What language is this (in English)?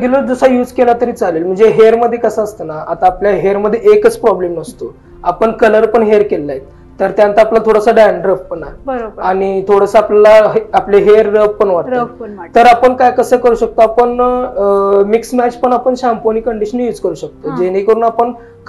Marathi